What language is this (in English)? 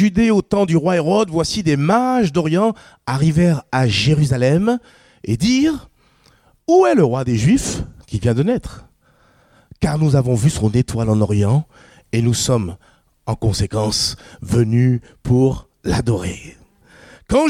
French